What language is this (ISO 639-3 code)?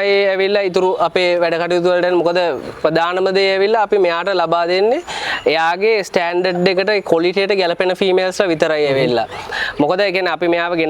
sin